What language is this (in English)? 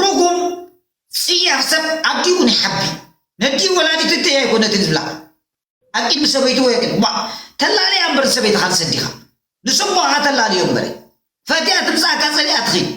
Tigrinya